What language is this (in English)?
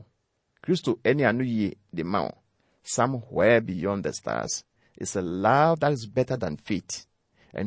Akan